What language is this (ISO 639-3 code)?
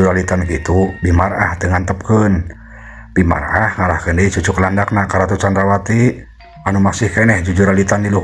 sun